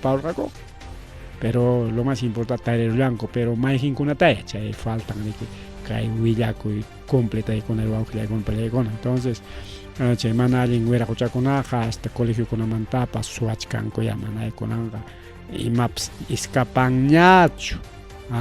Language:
Ayacucho Quechua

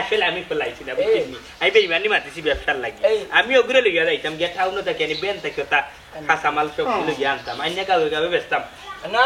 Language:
Sylheti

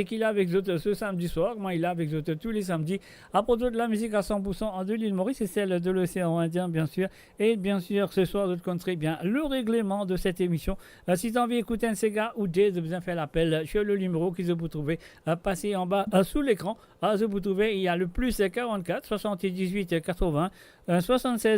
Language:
Morisyen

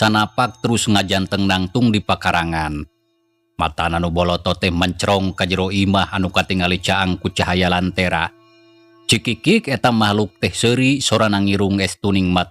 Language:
Sundanese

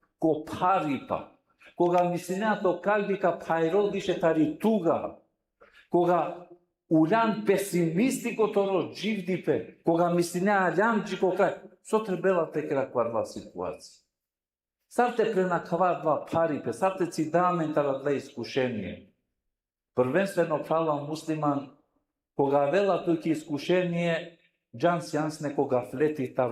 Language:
Balkan Romani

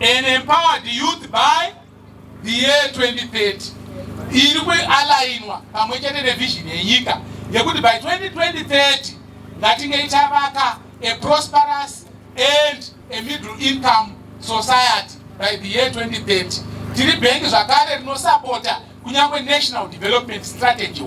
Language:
Shona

